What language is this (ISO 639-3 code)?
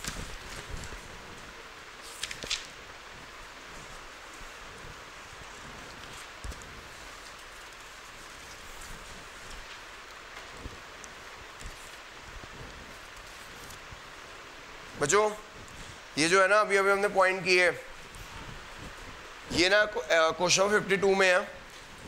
hin